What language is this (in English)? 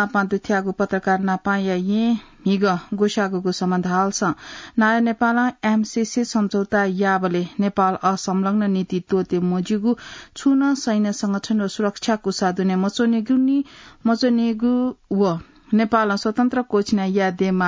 Newari